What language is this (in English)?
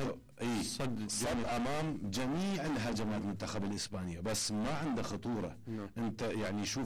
Mesopotamian Arabic